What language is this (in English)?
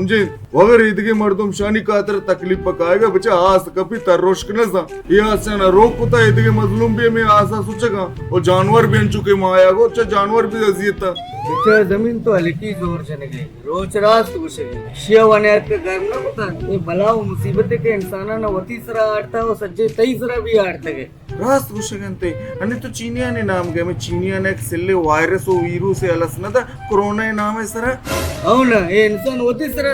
Baluchi